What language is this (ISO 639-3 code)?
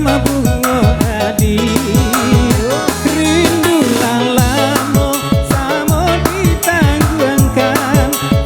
min